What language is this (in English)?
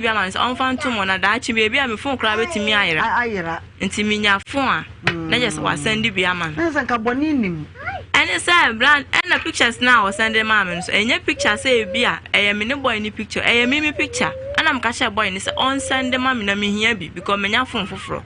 Akan